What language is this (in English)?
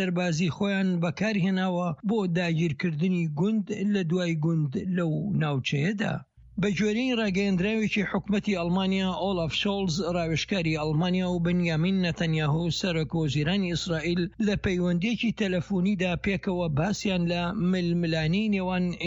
Central Kurdish